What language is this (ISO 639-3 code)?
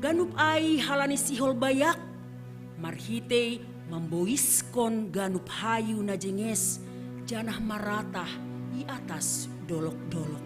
bts